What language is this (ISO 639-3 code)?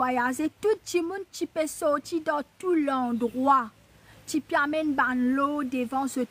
mfe